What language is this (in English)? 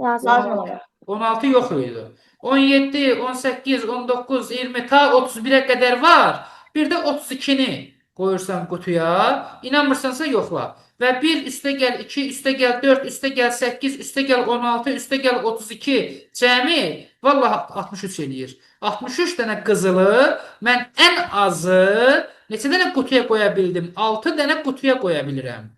Azerbaijani